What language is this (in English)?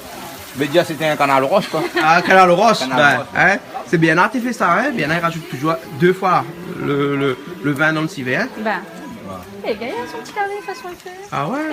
Réunion Creole French